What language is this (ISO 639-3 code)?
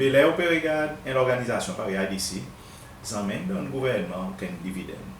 crs